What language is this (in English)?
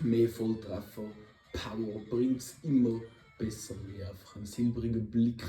Swiss German